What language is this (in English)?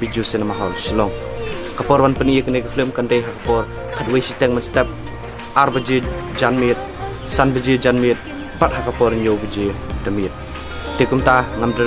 Khasi